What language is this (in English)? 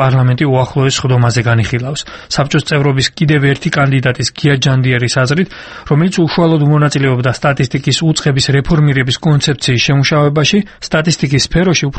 Georgian